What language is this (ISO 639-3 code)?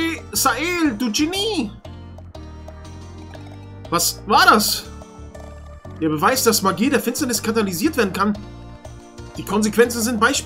deu